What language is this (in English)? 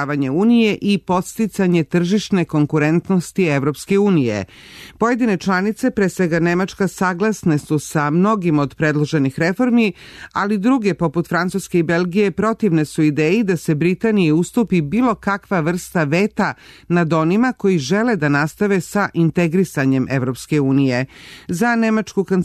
Serbian